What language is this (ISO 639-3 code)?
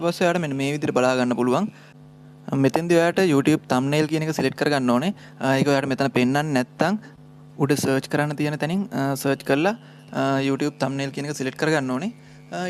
sin